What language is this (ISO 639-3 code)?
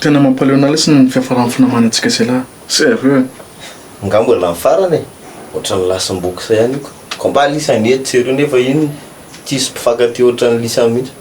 mlg